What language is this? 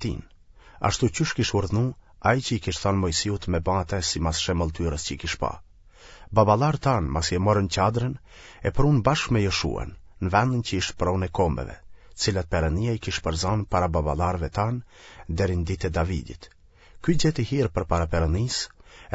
Albanian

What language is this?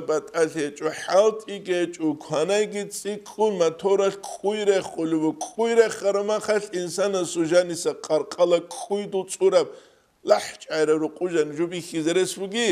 Avaric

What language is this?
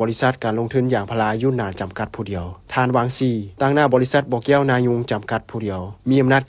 Lao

